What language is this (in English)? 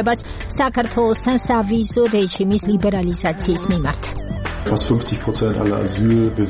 Georgian